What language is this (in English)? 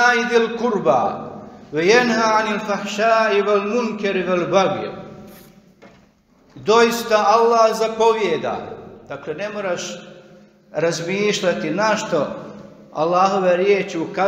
Bosnian